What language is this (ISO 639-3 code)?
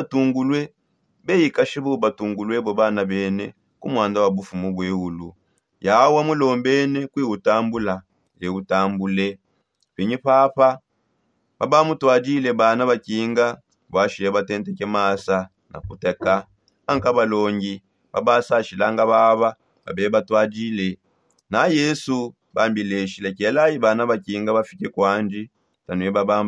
sop